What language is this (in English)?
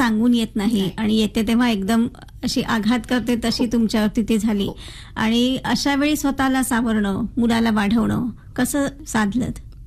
Marathi